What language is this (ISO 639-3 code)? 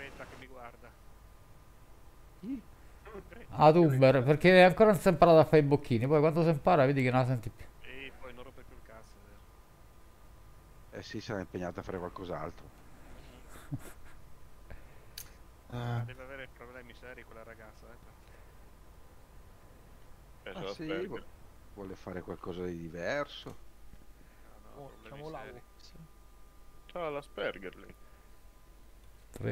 ita